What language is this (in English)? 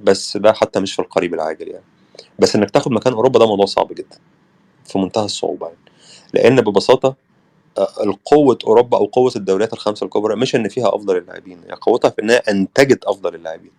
Egyptian Arabic